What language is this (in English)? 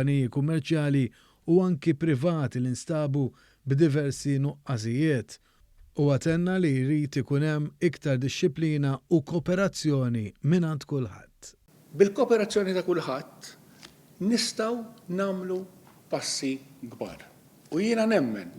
Maltese